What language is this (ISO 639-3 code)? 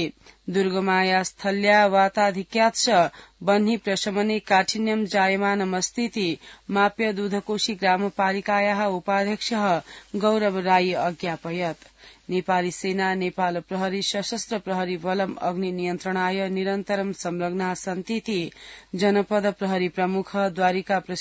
san